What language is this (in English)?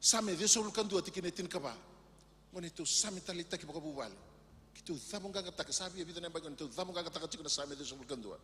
Fijian